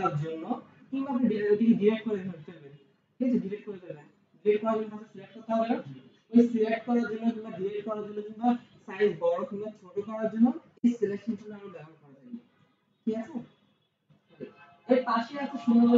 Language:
Bangla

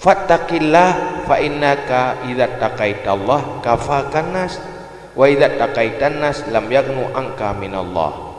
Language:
Achinese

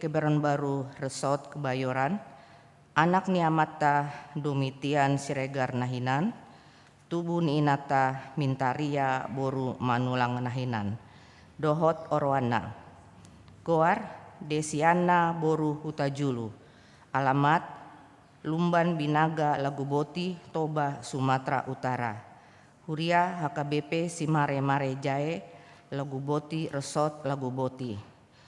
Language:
Batak Toba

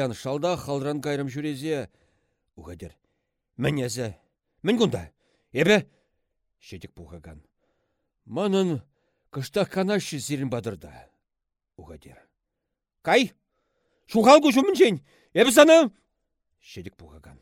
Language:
Chuvash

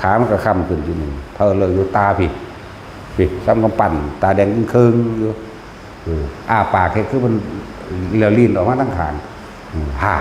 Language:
Northeastern Thai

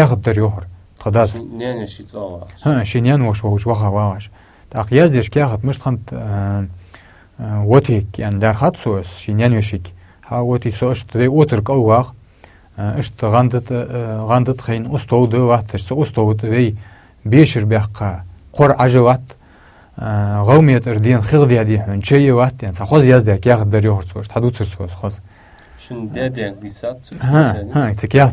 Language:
Ingush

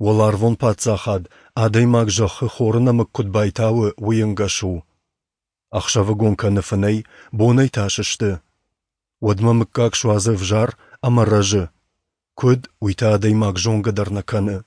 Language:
Ossetic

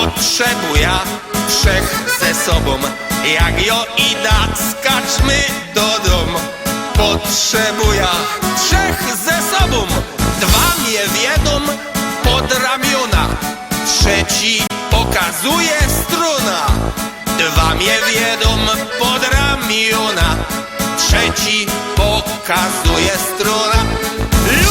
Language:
Silesian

